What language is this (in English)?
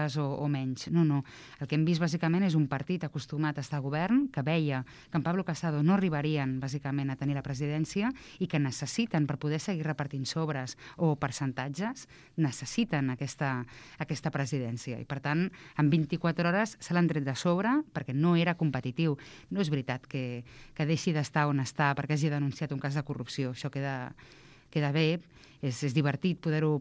Catalan